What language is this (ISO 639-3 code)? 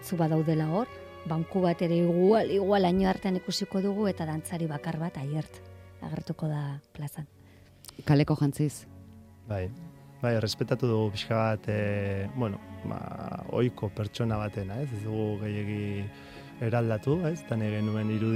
eus